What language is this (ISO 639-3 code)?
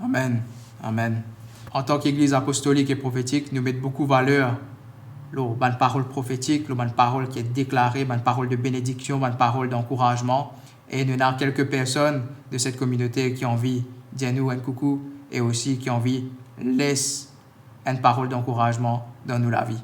mfe